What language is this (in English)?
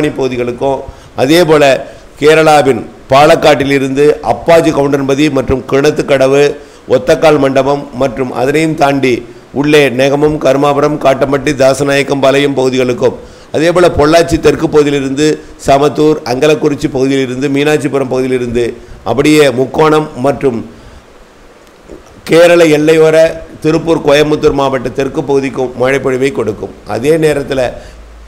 Tamil